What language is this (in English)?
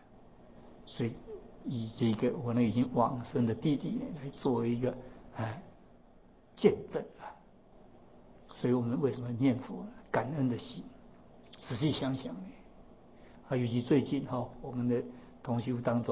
Chinese